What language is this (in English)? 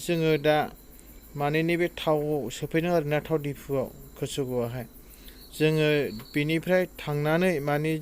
Bodo